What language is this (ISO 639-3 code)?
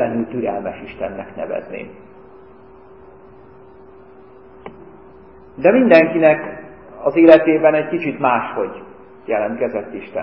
hun